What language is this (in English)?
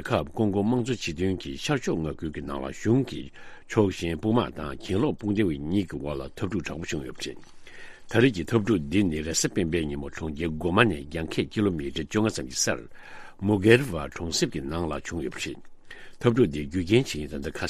Tibetan